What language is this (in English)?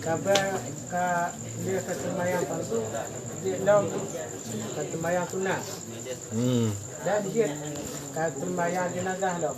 Achinese